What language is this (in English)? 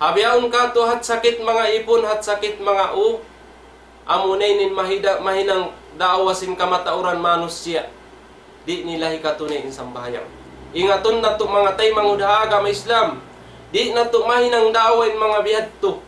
Tausug